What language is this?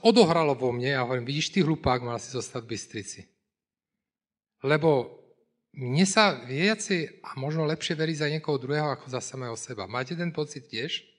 Slovak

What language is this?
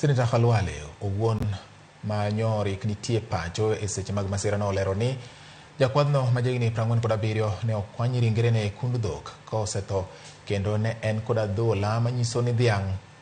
Luo (Kenya and Tanzania)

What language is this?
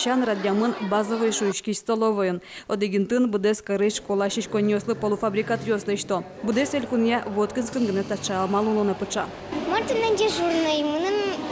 Udmurt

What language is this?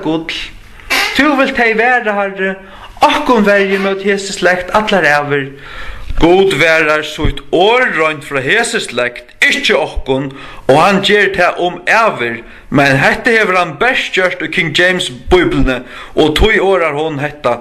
Faroese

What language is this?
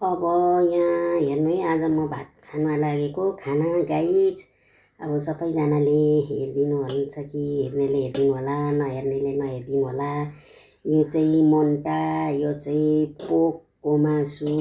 Nepali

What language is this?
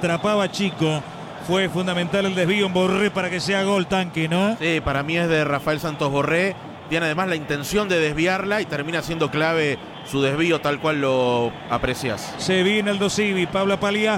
Spanish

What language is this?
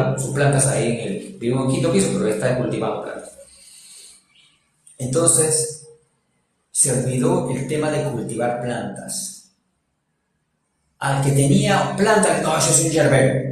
Spanish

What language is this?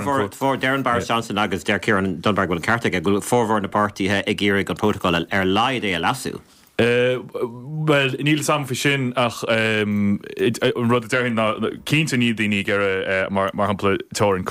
Irish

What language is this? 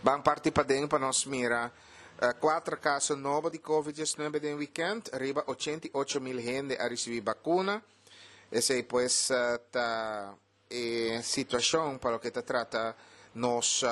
Papiamento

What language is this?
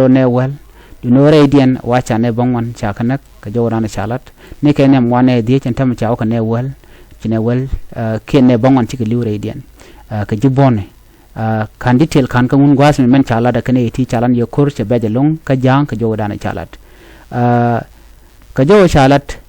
Nuer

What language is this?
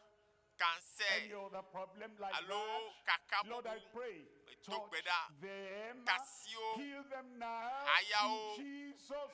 Ewe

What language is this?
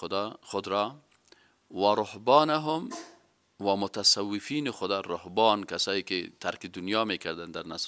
Persian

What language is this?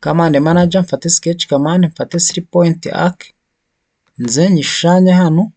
Kinyarwanda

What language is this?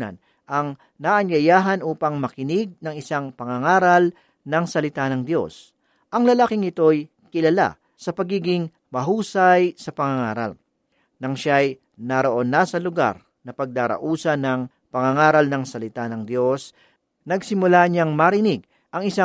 Filipino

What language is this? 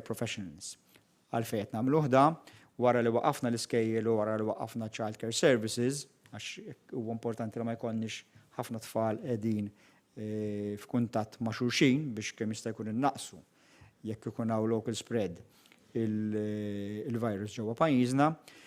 Maltese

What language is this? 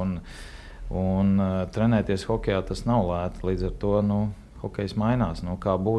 Latvian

